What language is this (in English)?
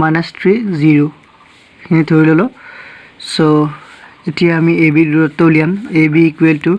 Assamese